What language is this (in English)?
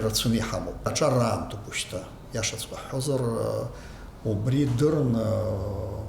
Abkhazian